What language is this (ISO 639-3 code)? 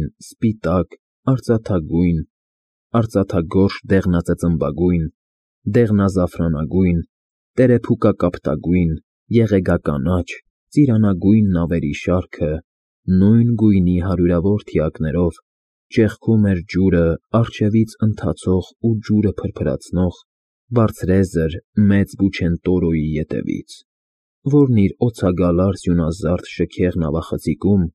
hye